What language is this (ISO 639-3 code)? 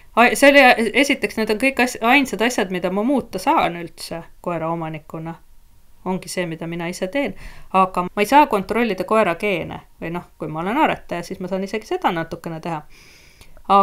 est